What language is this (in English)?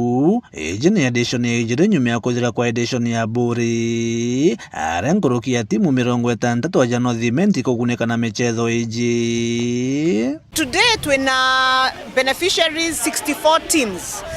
Meru